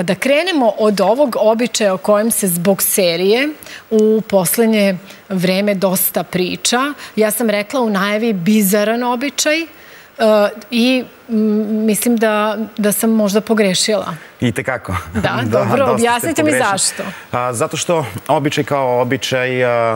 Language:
Serbian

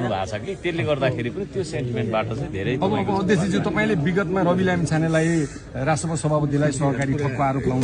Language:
Nepali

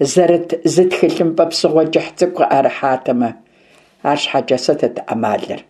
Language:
Kabardian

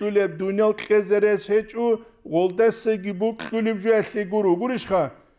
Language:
Avaric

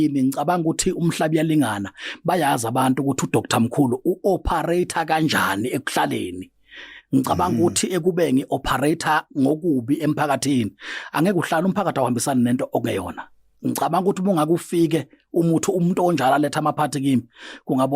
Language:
Zulu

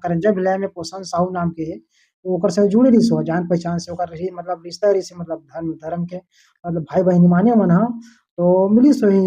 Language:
Chhattisgarhi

